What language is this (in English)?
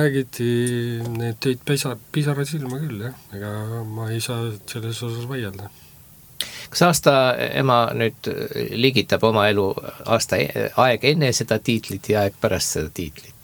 Estonian